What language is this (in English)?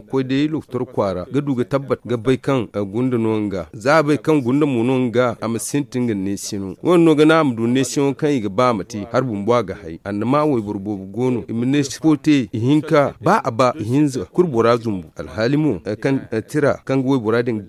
Zarma